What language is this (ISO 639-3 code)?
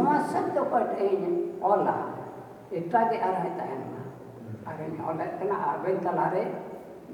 sat